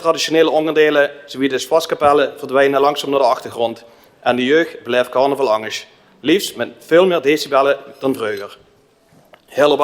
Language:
Limburgish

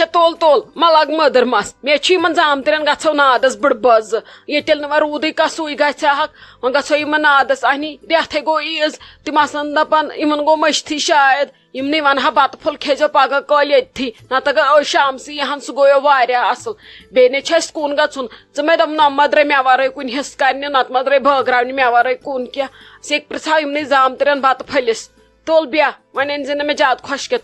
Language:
Kashmiri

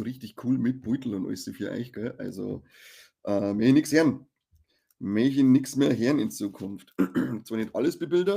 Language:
Bavarian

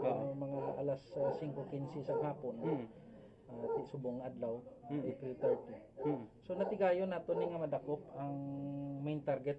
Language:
Hiligaynon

